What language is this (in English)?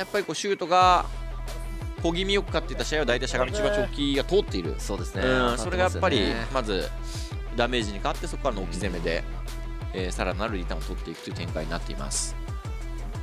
Japanese